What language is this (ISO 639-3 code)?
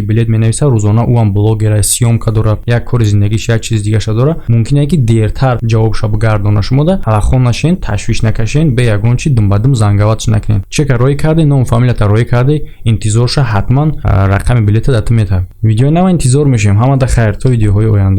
tgk